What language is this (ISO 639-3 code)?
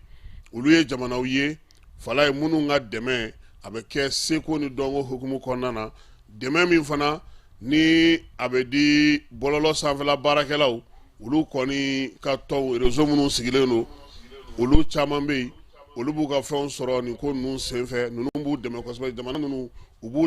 bam